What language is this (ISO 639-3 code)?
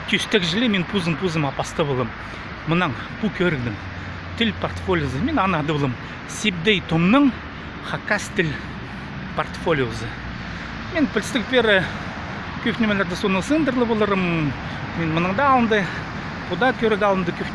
kjh